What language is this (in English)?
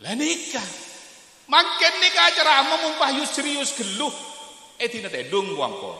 Madurese